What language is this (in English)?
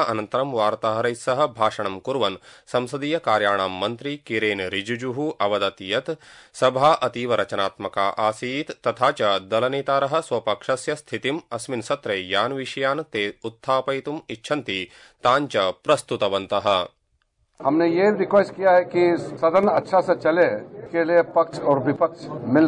Sanskrit